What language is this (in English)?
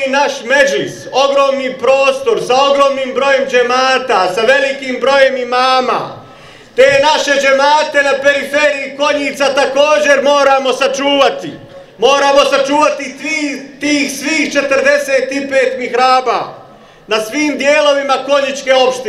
Bosnian